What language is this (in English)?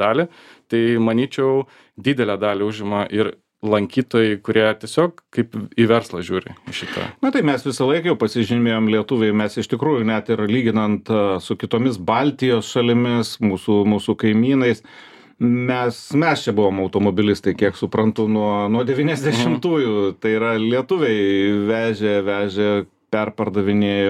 Lithuanian